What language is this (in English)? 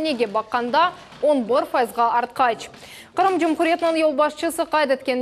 Crimean Tatar